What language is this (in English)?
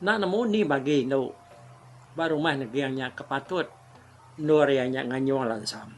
Iban